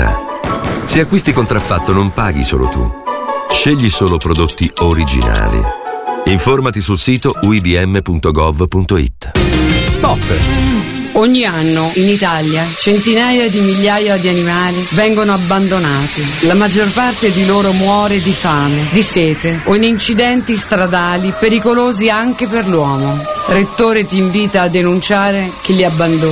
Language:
Italian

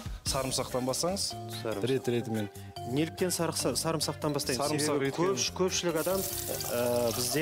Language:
Kazakh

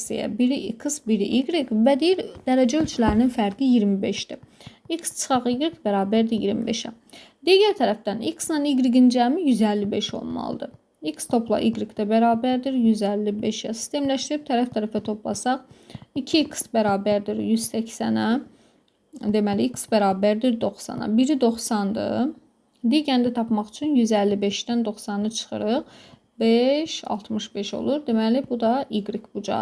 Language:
Azerbaijani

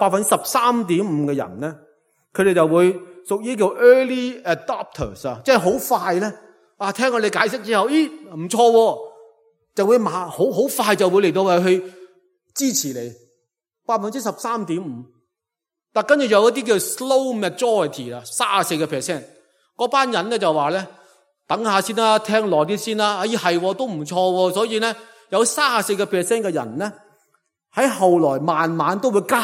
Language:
Cantonese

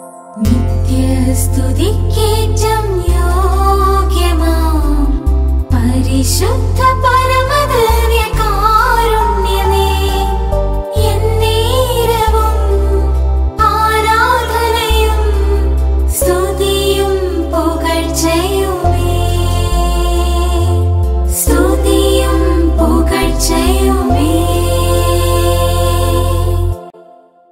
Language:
Malayalam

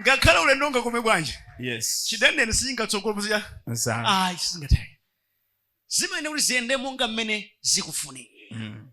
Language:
Nyanja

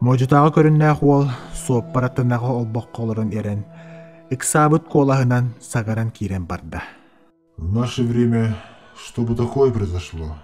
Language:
Yakut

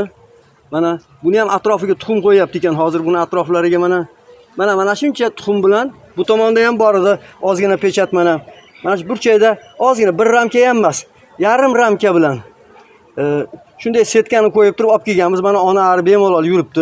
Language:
Uzbek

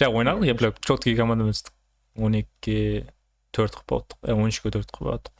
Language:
Kara-Kalpak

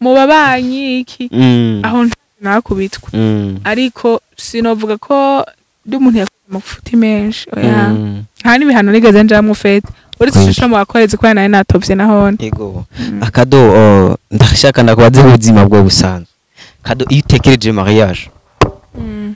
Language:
Rundi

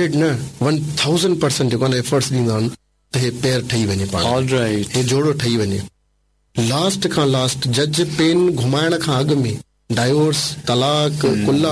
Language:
Sindhi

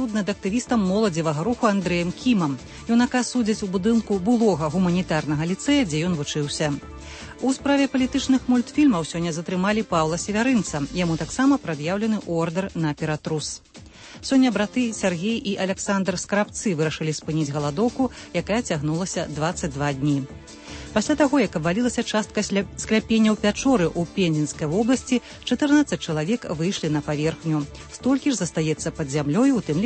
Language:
Belarusian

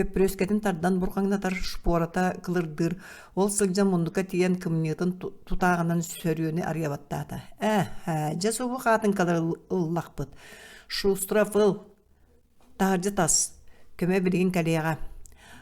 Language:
Yakut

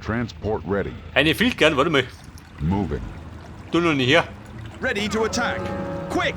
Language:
Bavarian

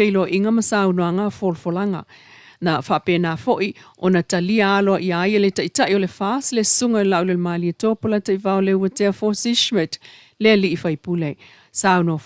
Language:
Samoan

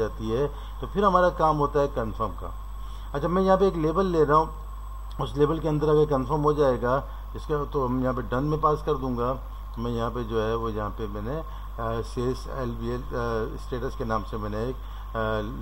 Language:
Hindi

